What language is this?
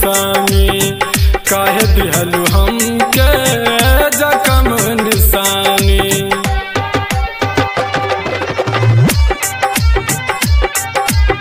Bhojpuri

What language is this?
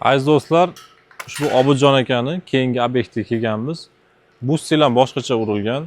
Uzbek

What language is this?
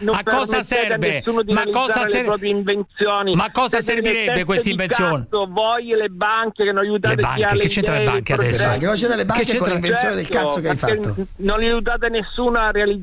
Italian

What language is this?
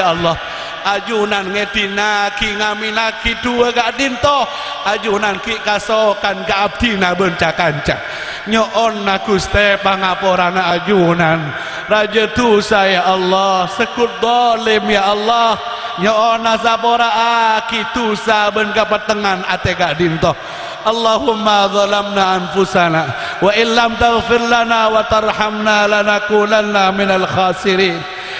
Madurese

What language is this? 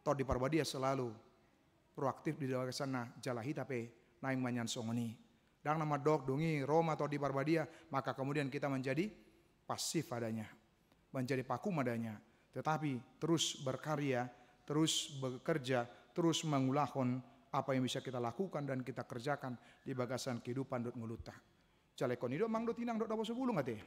Batak Toba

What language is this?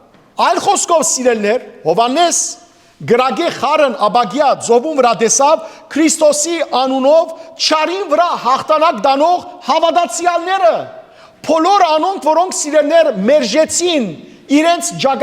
Western Armenian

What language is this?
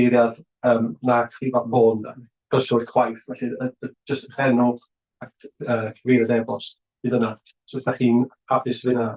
Welsh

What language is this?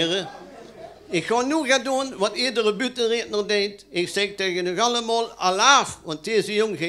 Limburgish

